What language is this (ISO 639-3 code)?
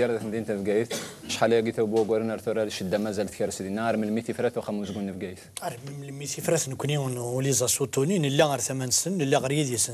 kab